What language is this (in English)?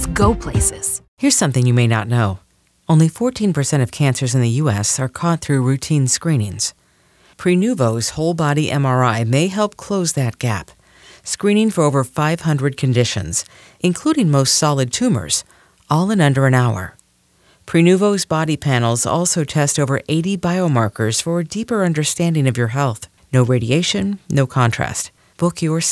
English